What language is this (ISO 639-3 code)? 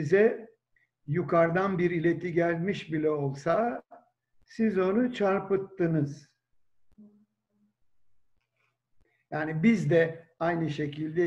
tur